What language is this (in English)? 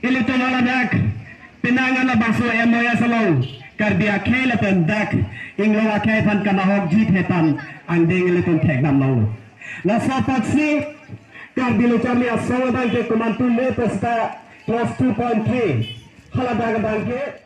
Karbi